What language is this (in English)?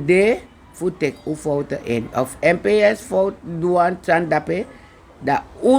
Sranan Tongo